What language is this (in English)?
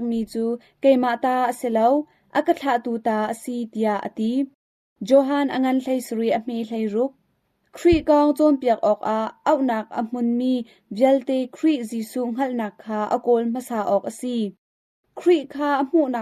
Hakha Chin